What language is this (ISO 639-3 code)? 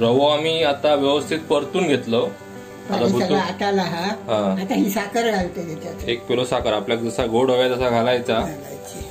kok